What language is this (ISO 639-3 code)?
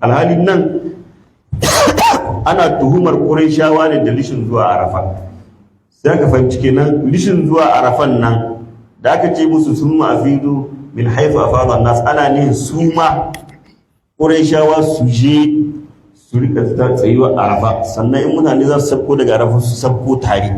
hau